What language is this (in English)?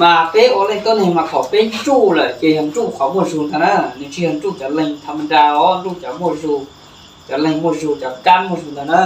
Hmong